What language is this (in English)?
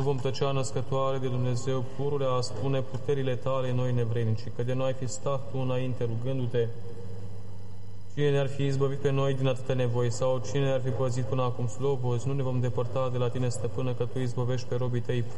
Romanian